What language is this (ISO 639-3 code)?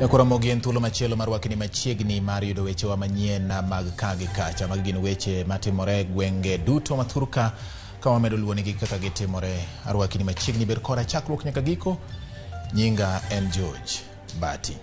luo